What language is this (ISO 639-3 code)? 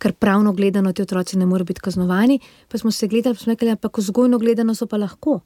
slv